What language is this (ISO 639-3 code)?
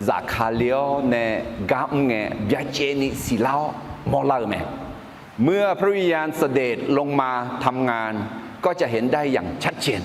ahk